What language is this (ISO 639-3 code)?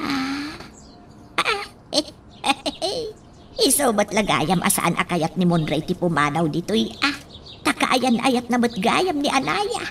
ilo